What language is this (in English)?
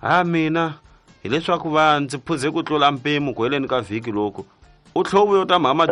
Tsonga